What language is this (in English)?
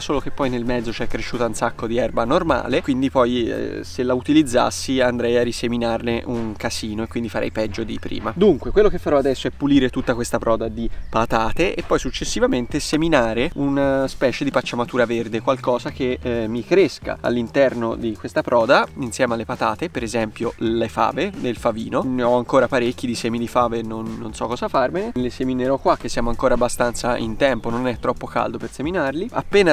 Italian